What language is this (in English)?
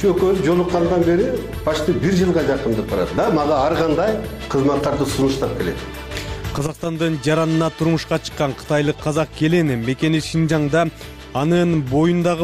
Kyrgyz